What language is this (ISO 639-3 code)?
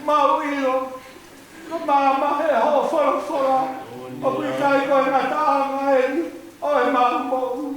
ton